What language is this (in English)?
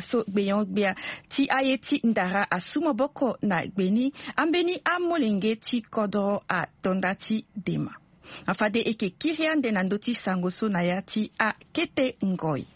Sango